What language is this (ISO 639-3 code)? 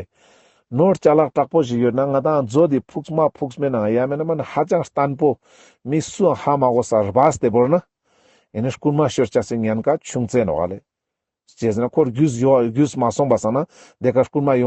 lbj